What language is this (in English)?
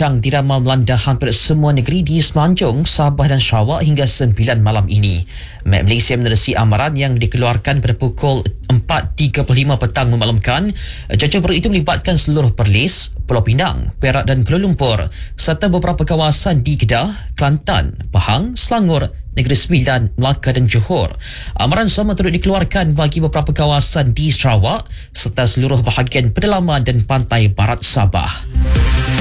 Malay